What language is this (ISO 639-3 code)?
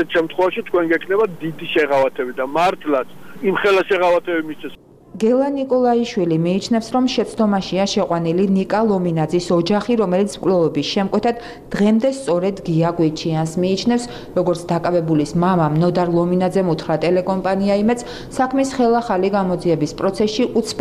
kat